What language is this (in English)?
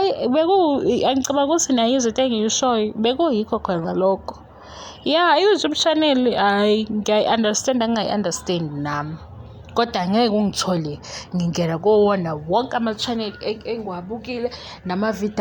Zulu